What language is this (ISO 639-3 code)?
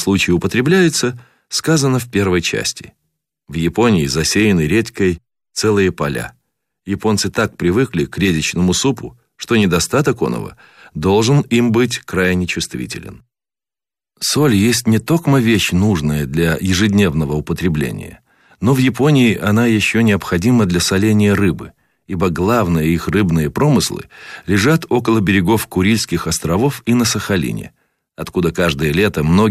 rus